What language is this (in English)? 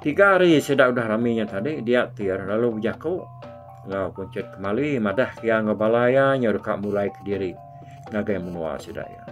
Iban